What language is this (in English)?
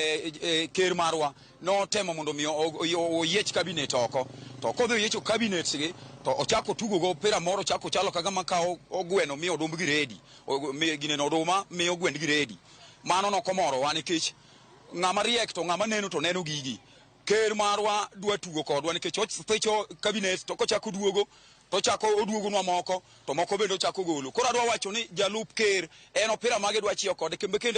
Luo (Kenya and Tanzania)